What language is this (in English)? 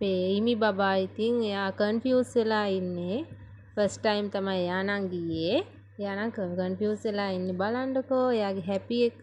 Sinhala